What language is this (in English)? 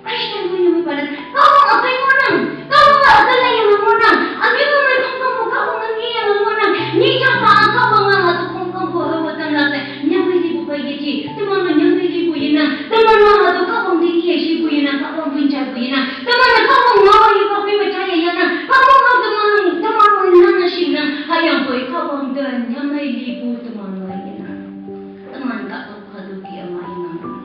Konyak Naga